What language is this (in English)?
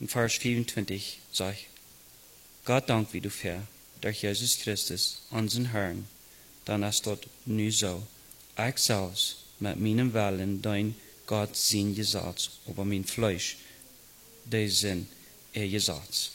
Plautdietsch